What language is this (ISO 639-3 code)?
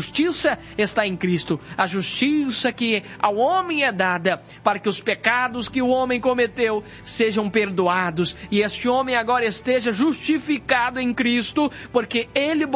por